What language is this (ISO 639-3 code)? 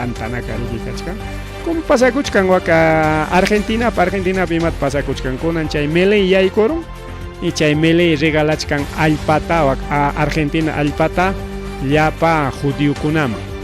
quy